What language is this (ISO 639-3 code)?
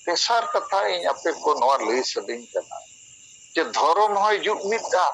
sat